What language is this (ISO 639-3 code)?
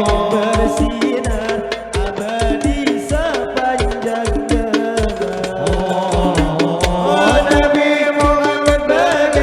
bjn